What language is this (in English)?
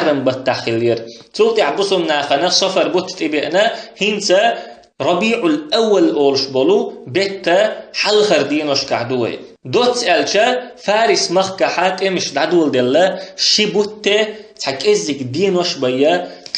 Chechen